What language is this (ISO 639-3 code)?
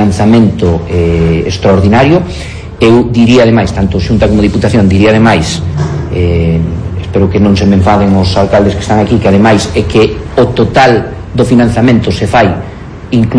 glg